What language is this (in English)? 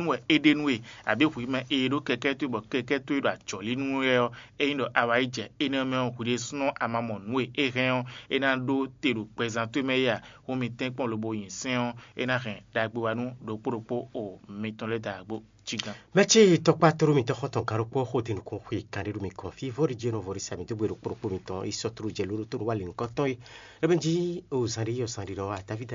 Fon